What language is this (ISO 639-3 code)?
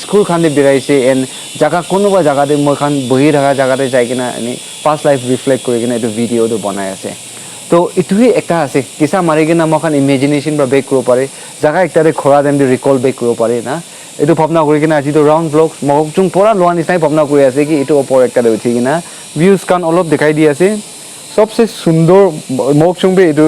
nag